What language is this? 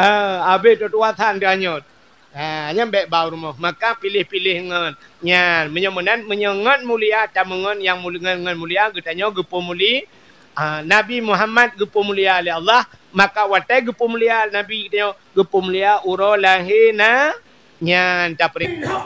Achinese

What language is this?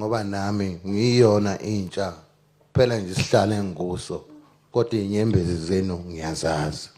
Zulu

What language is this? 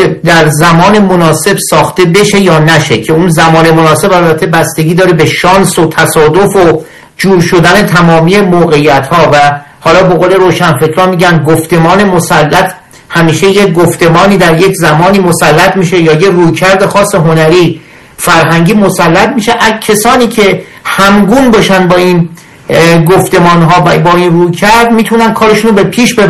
Persian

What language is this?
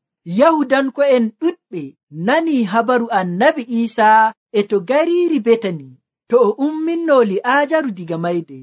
Nigerian Fulfulde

